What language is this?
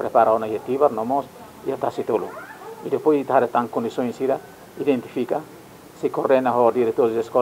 Tetum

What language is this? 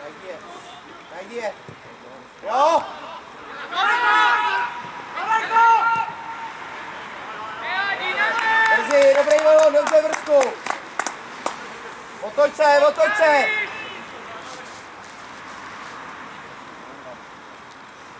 Czech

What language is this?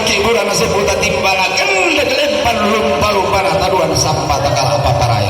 Toraja-Sa'dan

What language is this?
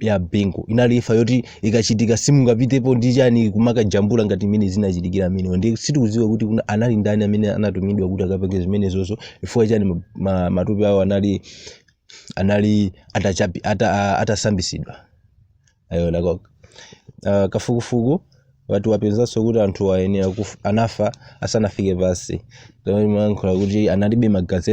Nyanja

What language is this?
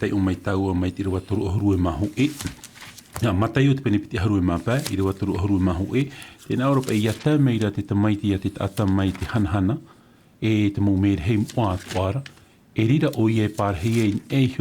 Tahitian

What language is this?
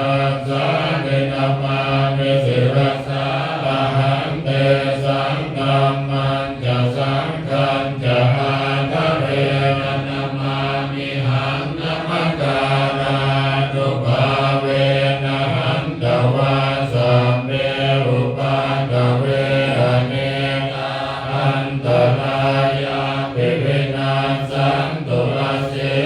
Pali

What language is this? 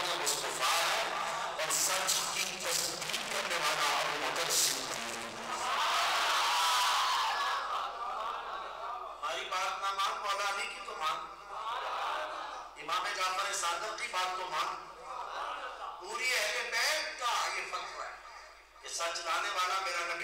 Urdu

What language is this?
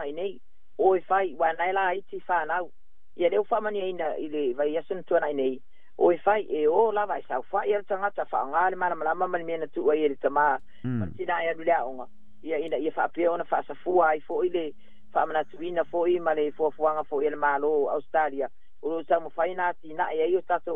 Samoan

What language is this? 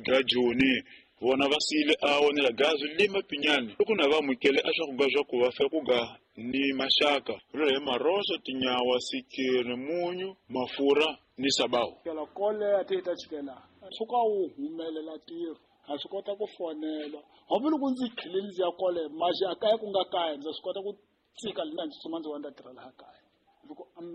Tsonga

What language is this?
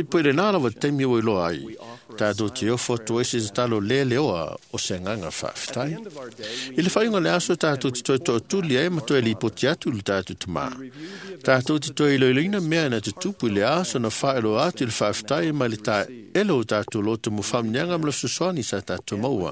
Samoan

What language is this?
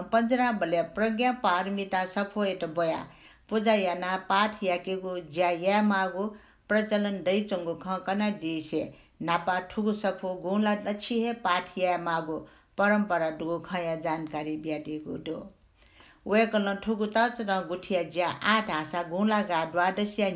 Newari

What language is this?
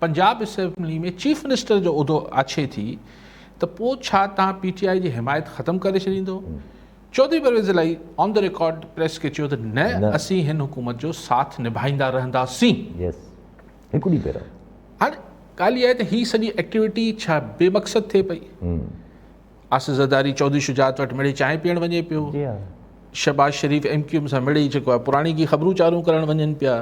Sindhi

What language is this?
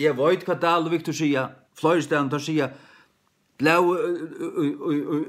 Faroese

